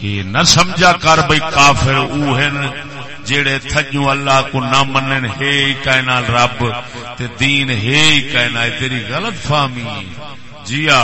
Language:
Saraiki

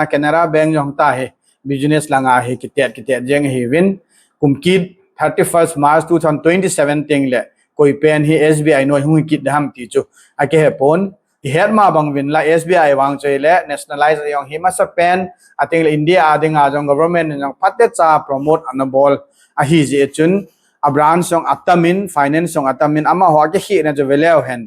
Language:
Thado Chin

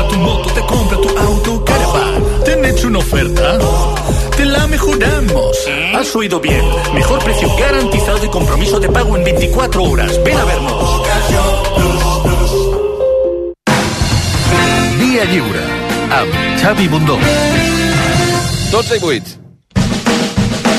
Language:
Catalan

